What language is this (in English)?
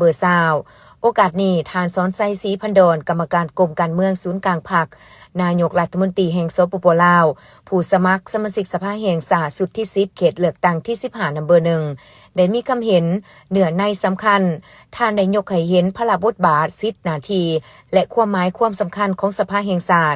Lao